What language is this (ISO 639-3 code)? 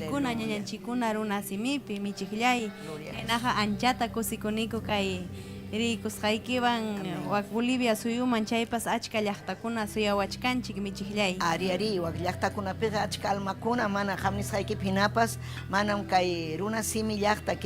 quy